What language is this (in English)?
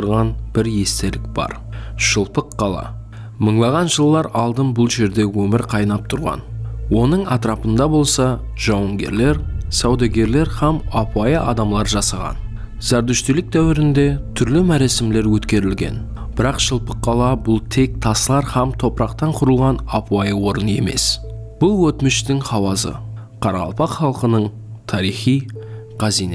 Kara-Kalpak